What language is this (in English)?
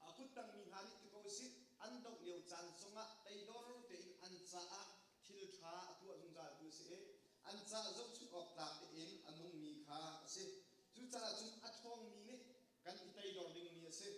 Hakha Chin